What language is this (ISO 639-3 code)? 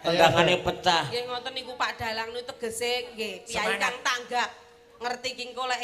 jav